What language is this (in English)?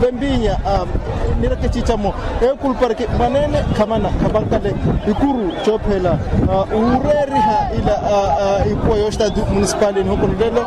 Makhuwa